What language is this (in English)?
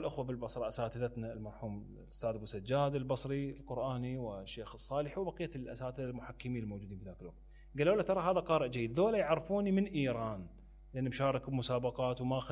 Mesopotamian Arabic